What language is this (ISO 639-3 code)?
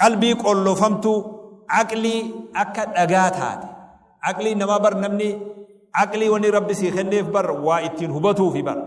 orm